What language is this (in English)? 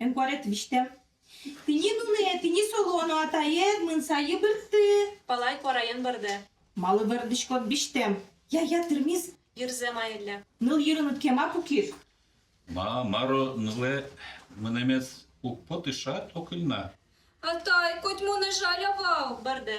Udmurt